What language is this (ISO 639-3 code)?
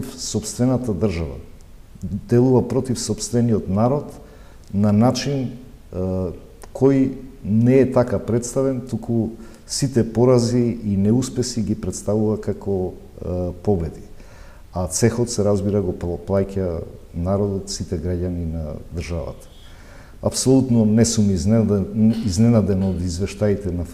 mkd